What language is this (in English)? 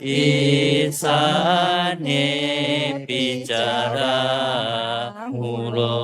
Pali